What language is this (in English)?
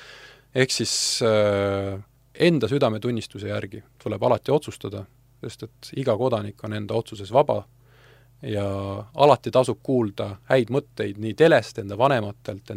Estonian